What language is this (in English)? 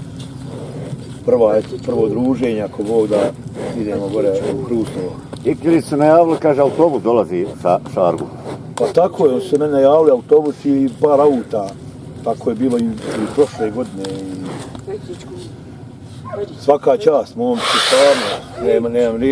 Bosnian